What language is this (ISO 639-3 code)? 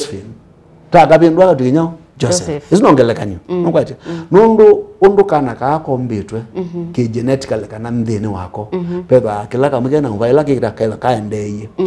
kam